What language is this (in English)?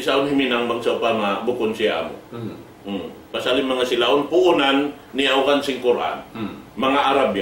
Tausug